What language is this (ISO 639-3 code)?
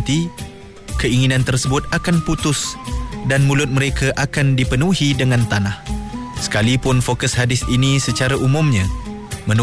msa